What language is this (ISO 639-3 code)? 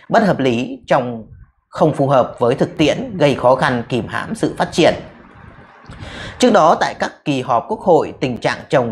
vie